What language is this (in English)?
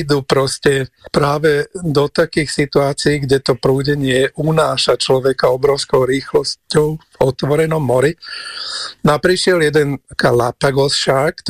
Slovak